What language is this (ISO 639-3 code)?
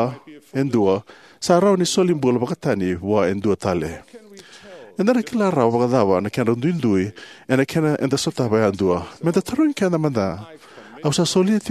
fij